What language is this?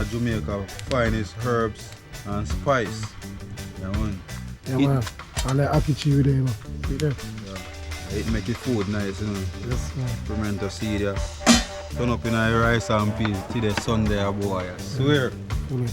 Jamaican Creole English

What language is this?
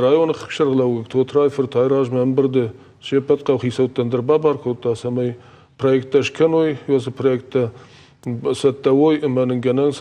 Ossetic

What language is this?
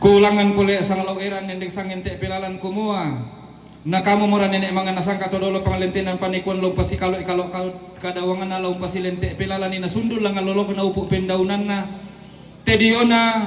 Toraja-Sa'dan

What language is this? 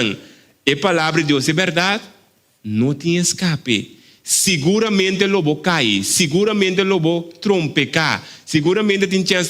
Papiamento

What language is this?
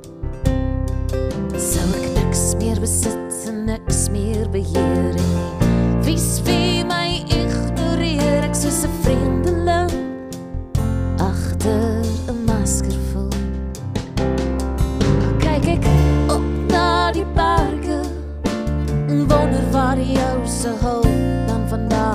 Afrikaans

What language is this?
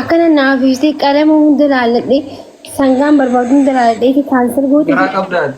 Oromo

